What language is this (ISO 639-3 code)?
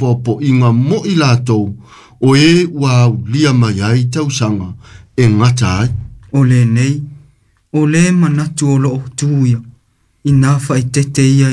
smo